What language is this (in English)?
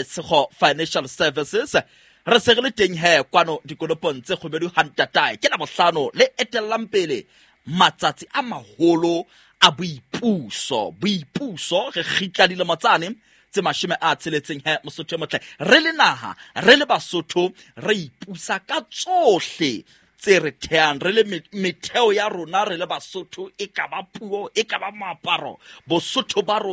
Southern Sotho